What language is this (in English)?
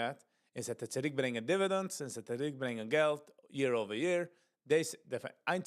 Yiddish